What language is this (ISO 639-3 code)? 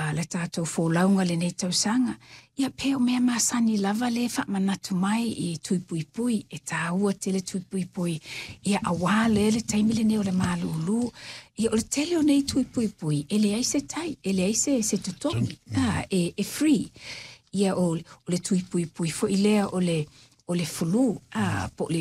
smo